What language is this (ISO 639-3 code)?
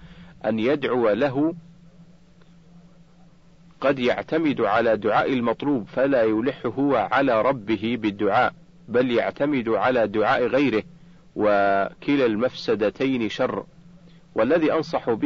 ara